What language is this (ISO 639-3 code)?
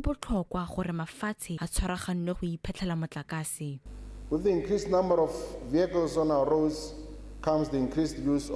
tsn